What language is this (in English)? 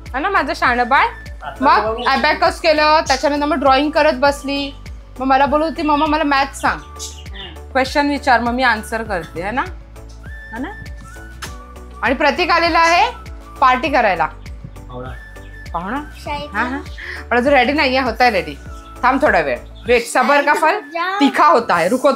Marathi